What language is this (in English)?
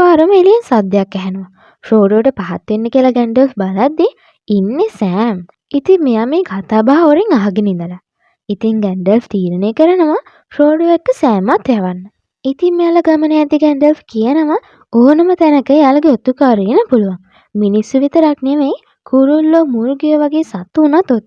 Sinhala